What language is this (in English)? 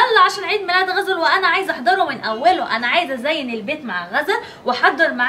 Egyptian Arabic